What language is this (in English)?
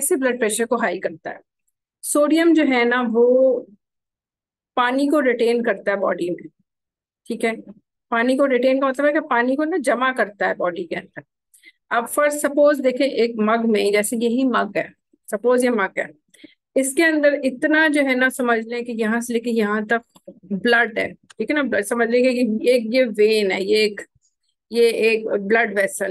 Hindi